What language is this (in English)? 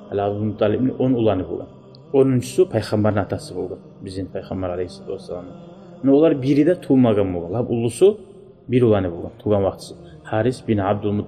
Kumyk